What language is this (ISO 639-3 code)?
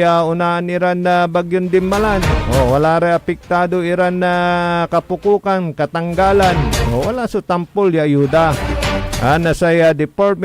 pag